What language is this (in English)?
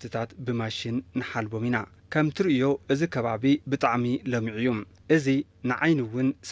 Tigrinya